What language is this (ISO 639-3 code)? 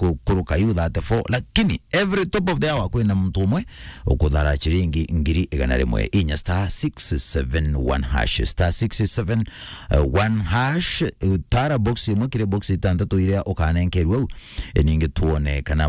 mer